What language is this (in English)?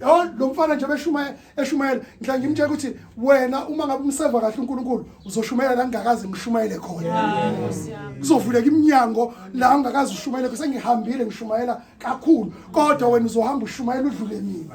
Zulu